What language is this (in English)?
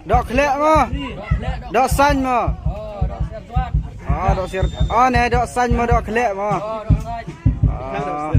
Pnar